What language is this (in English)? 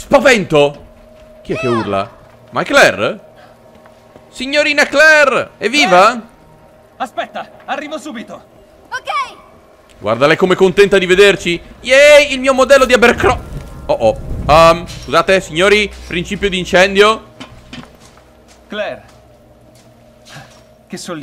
Italian